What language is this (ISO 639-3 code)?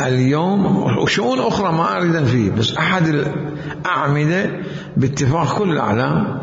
acm